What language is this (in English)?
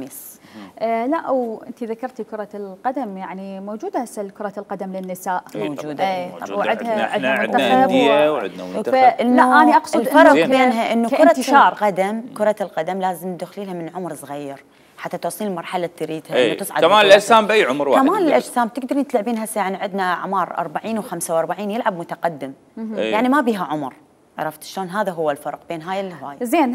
Mesopotamian Arabic